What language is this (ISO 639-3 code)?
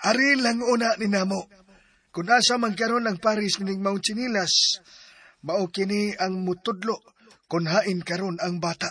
ceb